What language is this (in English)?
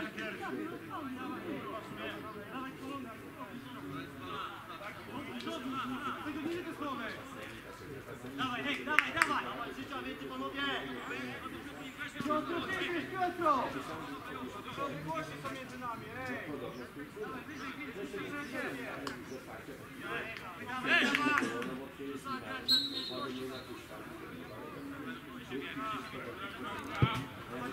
Polish